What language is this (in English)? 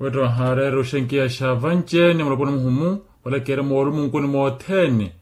Makhuwa